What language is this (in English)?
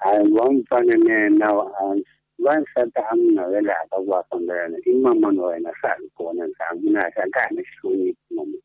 Tsonga